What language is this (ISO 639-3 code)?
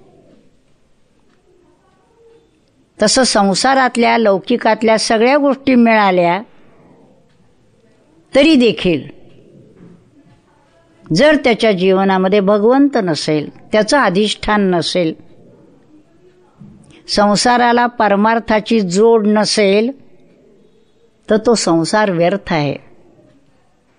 mar